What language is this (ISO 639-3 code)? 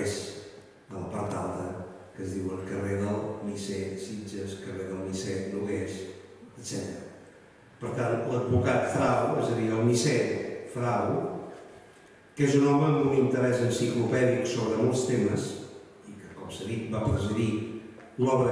cat